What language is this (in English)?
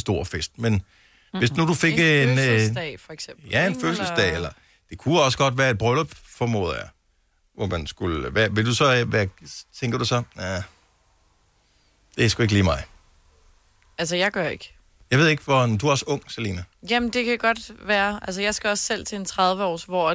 Danish